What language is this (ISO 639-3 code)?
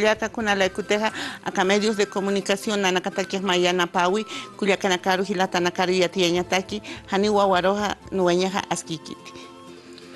aym